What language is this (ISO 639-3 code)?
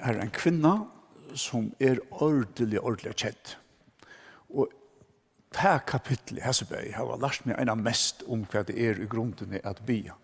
fao